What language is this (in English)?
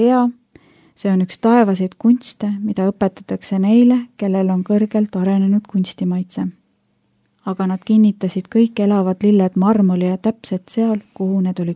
Estonian